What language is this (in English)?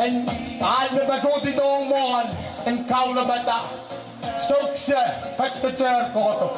Pohnpeian